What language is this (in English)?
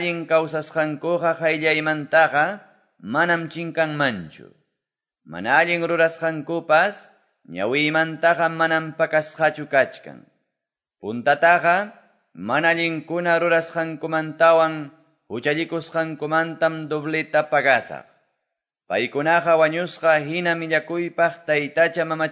Quechua